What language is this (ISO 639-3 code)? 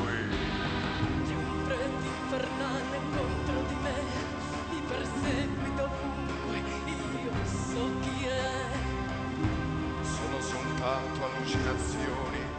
ita